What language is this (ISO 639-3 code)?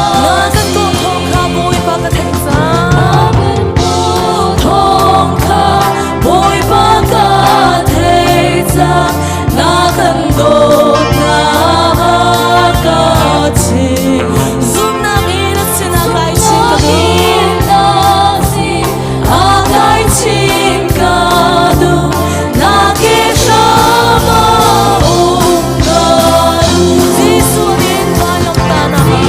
cnh